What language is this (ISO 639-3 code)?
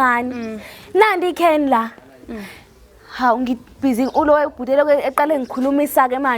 zul